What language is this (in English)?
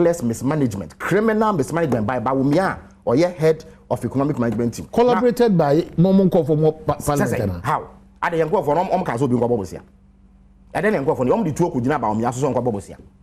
Akan